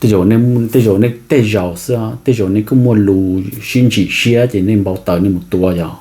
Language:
Hmong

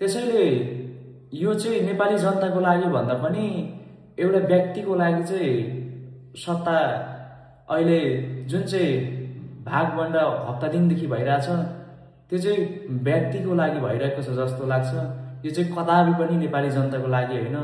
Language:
Nepali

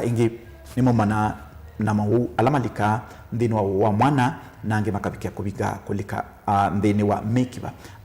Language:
Kamba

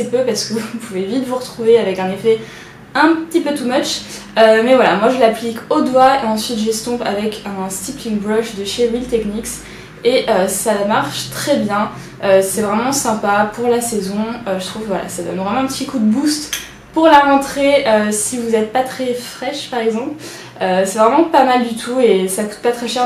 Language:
French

